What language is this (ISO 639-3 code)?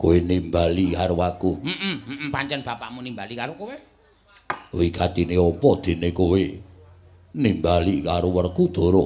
jav